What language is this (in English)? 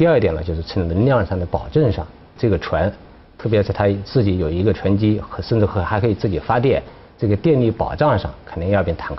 Chinese